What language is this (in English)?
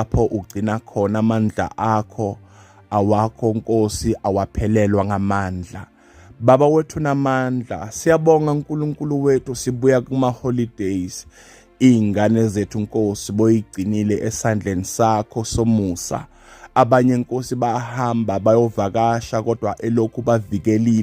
Zulu